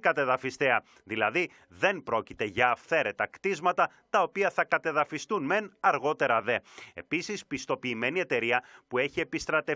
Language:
Greek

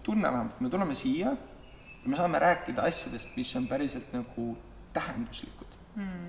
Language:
Estonian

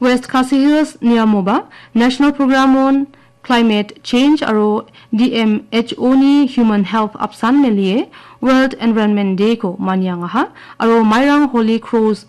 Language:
Garo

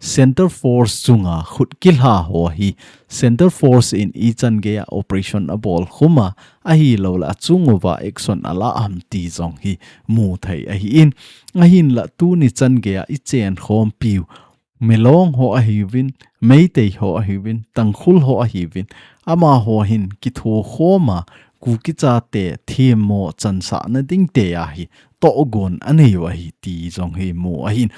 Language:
Thado Chin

